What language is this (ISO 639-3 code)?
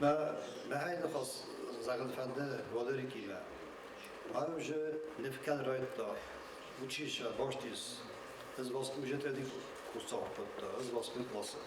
oss